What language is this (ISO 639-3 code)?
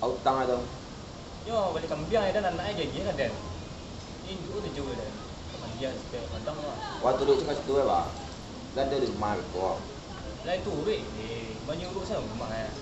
min